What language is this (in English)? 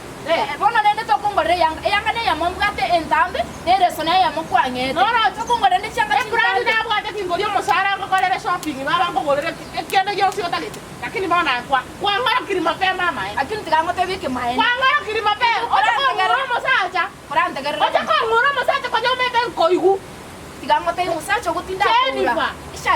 Gusii